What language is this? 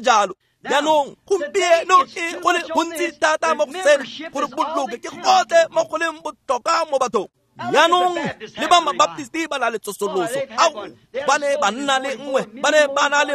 Tswana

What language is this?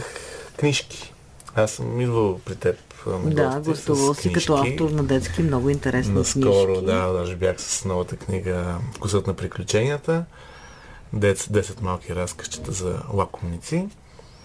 Bulgarian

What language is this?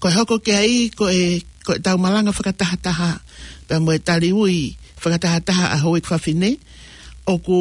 Tongan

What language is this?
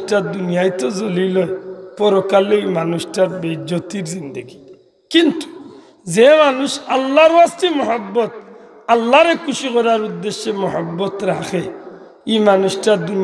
Sylheti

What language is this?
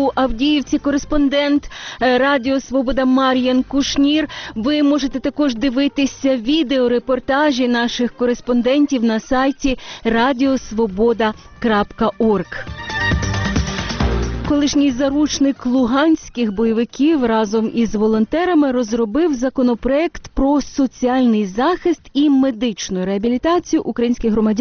Ukrainian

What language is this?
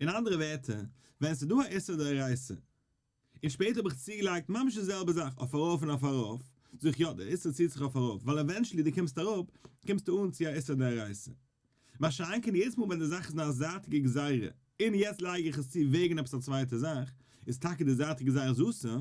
Yiddish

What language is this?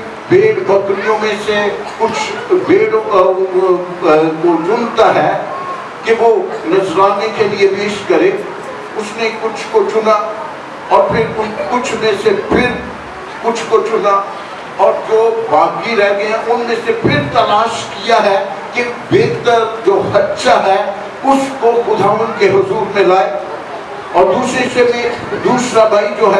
Urdu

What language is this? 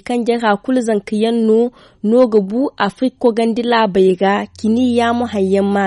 Zarma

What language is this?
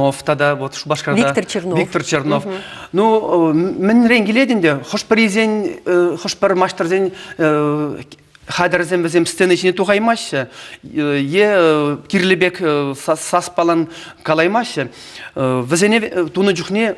Chuvash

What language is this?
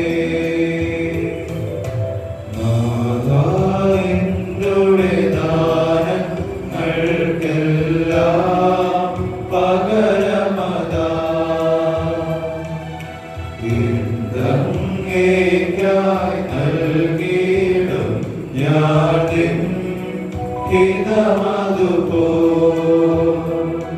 Malayalam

